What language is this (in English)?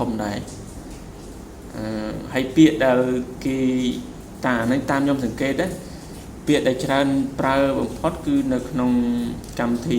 Khmer